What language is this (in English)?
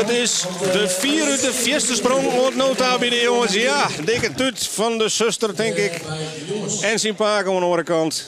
Western Frisian